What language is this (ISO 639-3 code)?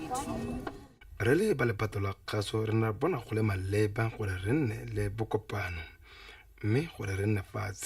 tsn